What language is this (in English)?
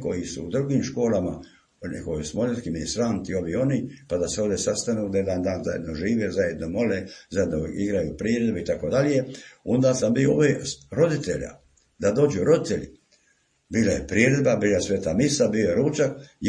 Croatian